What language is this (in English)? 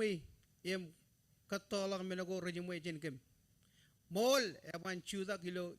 Marshallese